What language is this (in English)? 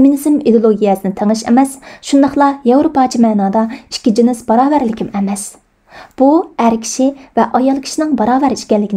Uyghur